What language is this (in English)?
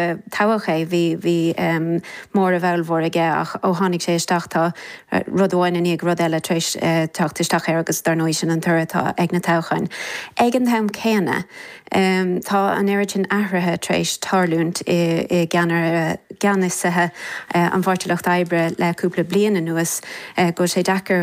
Irish